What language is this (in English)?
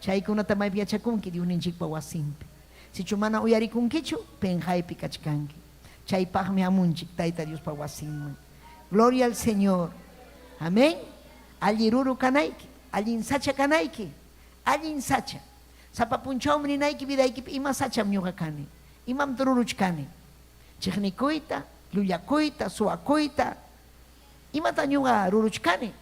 Ayacucho Quechua